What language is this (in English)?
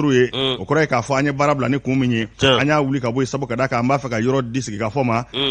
Bambara